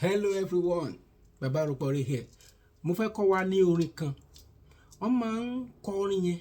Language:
Yoruba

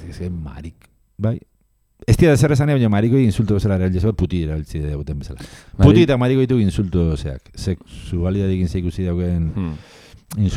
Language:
Basque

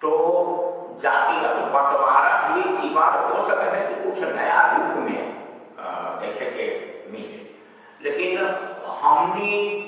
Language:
Magahi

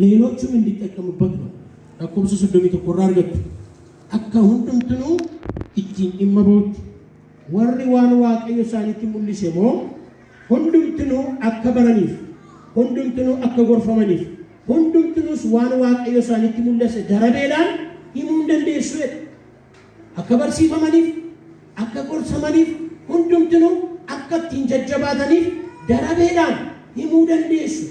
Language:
Oromo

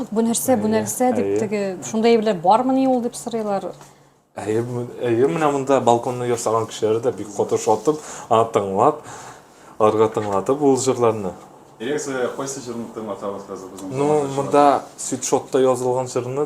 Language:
Tatar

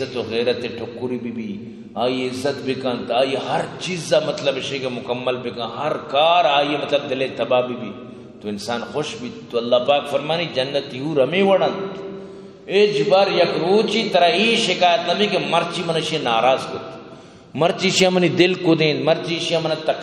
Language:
Eastern Balochi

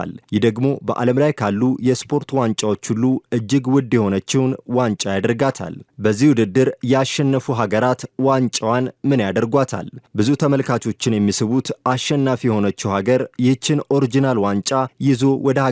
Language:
Amharic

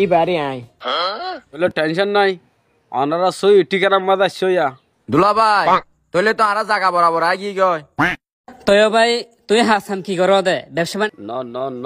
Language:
Rohingya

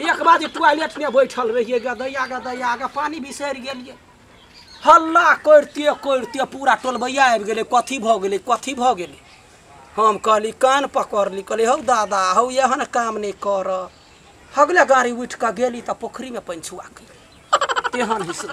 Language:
Maithili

